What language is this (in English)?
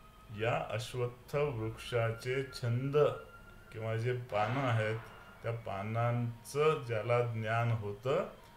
Marathi